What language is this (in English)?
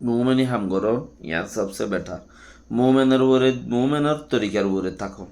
Rohingya